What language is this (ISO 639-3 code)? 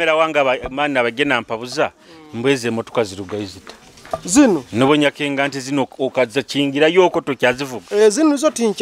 nyo